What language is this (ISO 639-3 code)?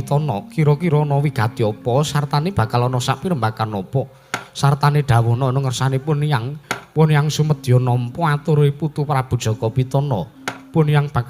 jav